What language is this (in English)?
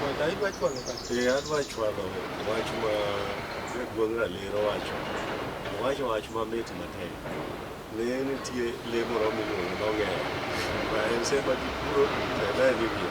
Luo (Kenya and Tanzania)